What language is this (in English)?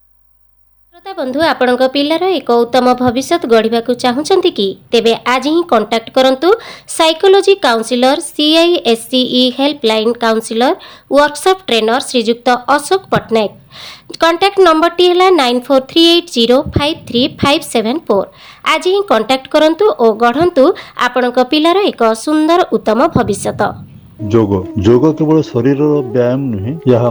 Odia